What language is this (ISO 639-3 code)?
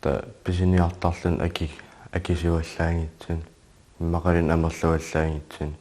kal